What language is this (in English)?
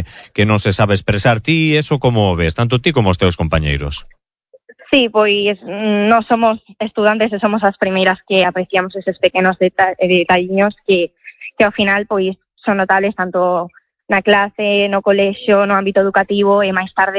Galician